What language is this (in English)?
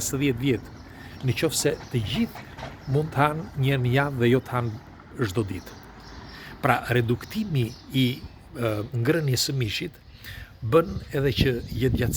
Albanian